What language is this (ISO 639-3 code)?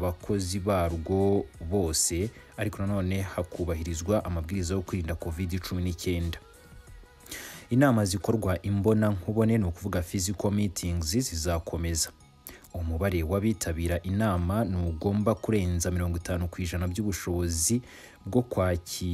kin